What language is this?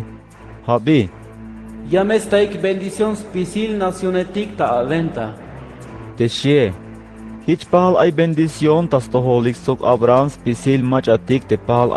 Tzeltal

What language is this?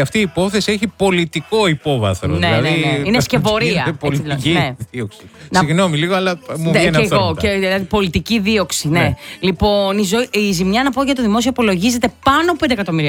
Greek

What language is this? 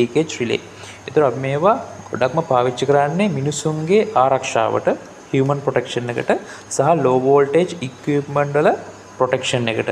Sinhala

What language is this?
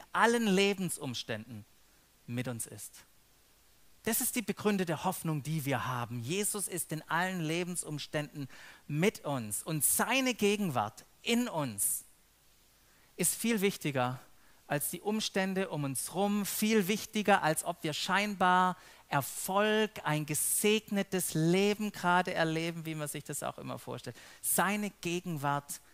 German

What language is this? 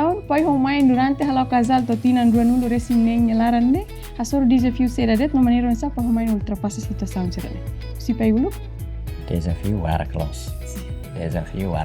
Tetum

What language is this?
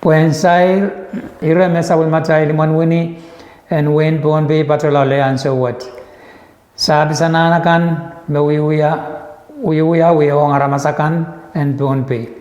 Pohnpeian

